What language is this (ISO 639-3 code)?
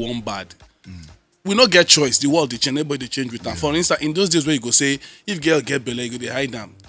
pcm